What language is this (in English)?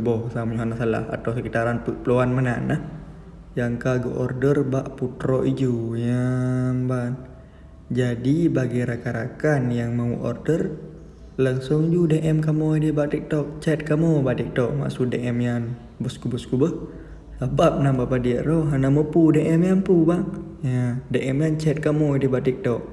Achinese